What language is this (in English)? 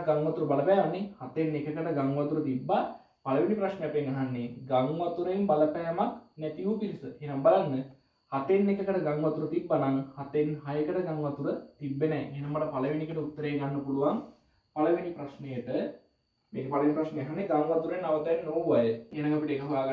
Sinhala